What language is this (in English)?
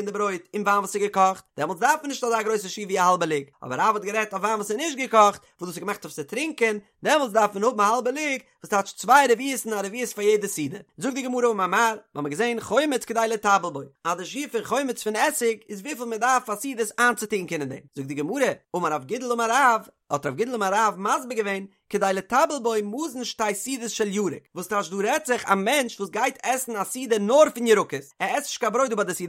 Yiddish